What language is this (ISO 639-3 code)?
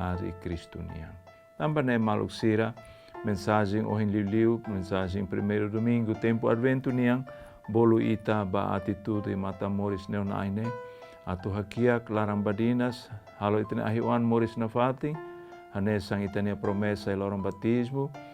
tet